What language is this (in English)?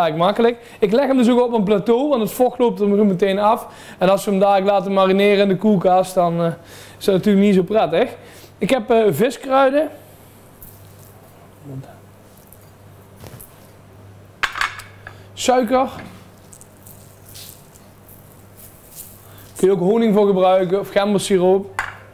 Dutch